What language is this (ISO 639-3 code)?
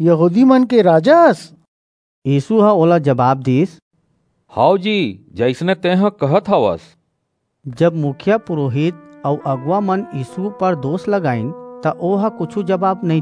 hne